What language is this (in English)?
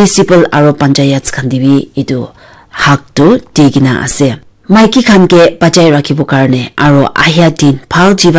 Naga Pidgin